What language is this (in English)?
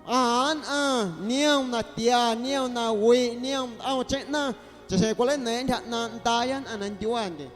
Guerrero Amuzgo